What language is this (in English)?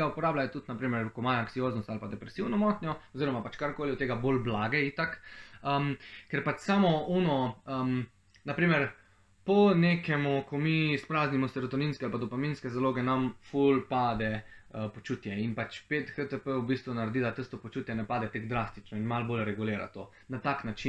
Slovenian